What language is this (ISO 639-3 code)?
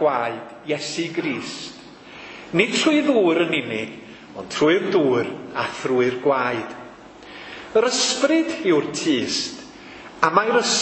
cym